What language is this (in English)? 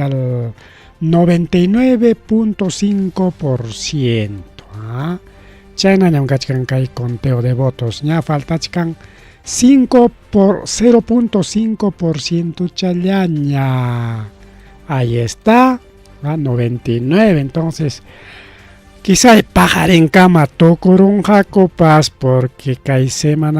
Ayacucho Quechua